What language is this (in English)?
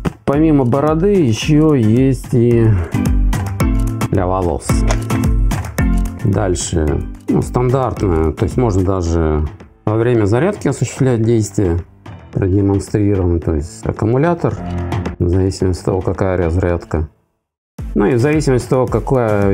Russian